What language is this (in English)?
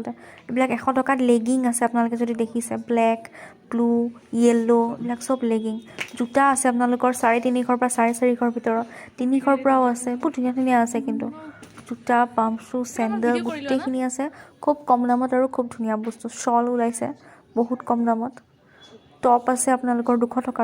Assamese